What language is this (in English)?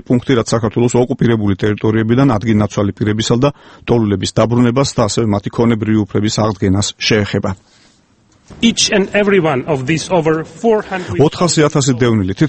Georgian